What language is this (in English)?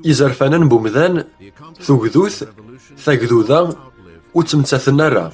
Kabyle